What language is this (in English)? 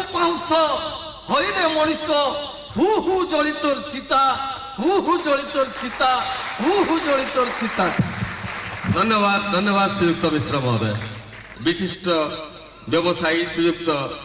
Odia